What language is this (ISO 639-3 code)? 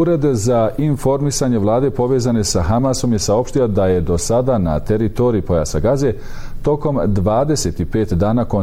bos